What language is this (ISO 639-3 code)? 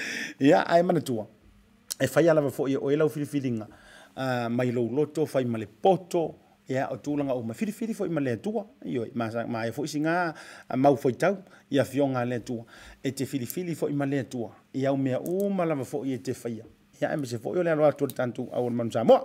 smo